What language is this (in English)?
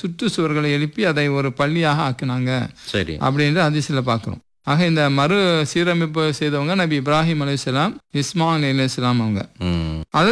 Tamil